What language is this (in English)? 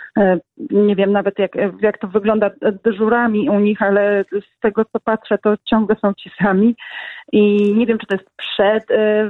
Polish